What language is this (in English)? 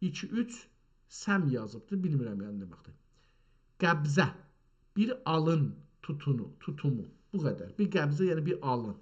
South Azerbaijani